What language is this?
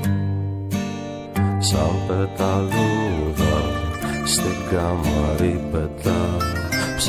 Greek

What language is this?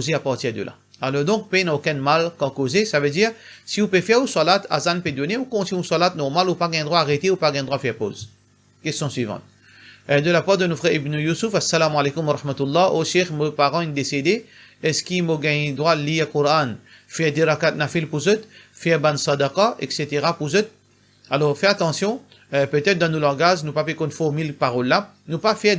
Morisyen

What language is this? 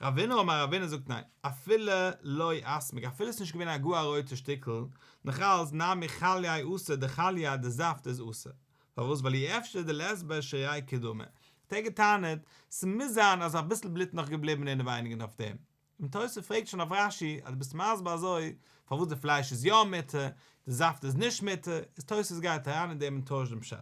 Yiddish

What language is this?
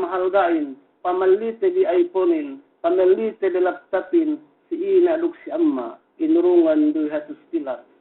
Yakan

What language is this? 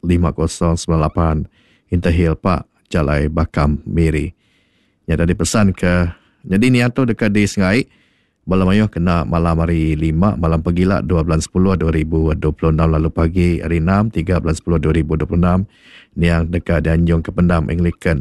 Iban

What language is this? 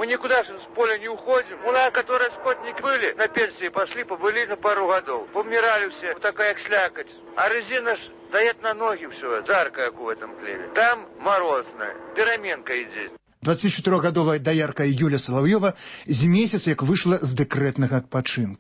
Belarusian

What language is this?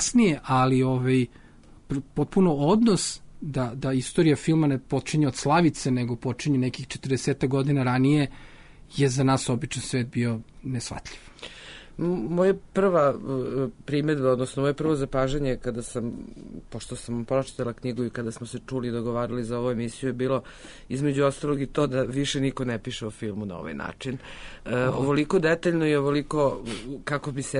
Serbian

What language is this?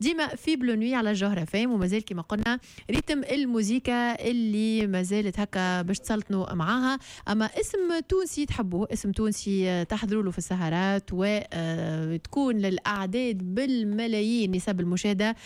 Tunisian Arabic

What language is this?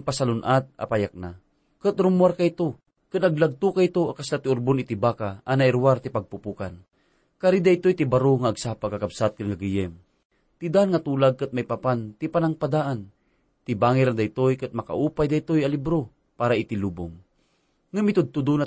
Iloko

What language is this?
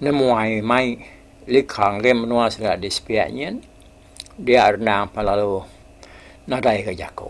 Iban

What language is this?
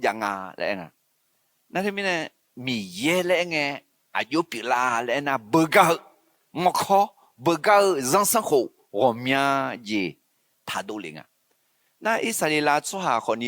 Akha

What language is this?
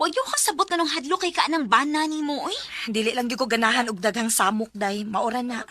Cebuano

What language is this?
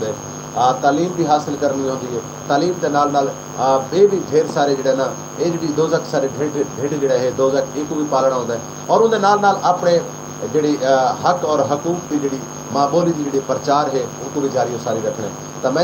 Saraiki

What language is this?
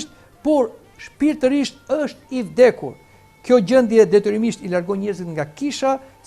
Albanian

